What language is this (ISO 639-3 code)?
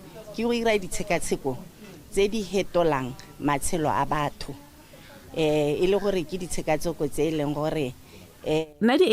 tsn